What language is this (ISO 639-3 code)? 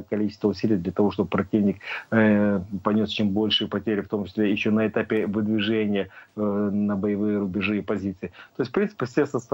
rus